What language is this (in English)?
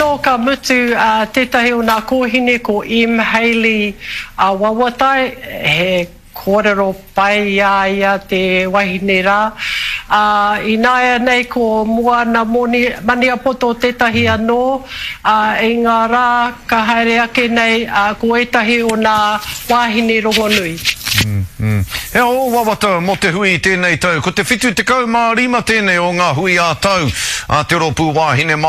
Māori